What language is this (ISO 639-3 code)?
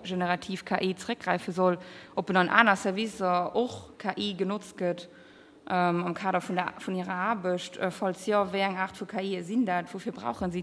ltz